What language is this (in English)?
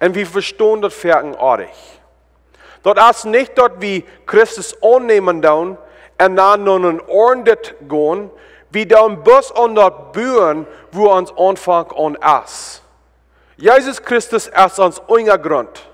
Plautdietsch